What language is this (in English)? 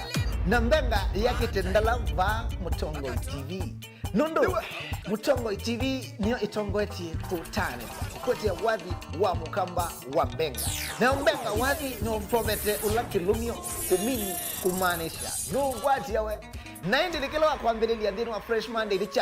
Kamba